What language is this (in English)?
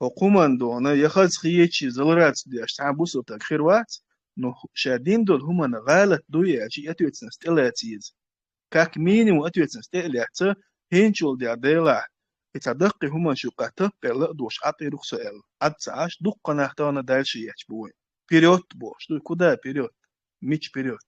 Chechen